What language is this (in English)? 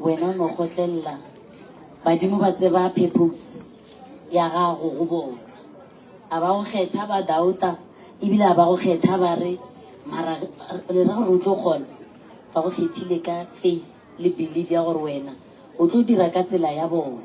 Northern Sotho